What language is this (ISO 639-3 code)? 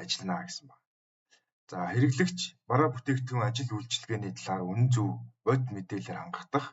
mon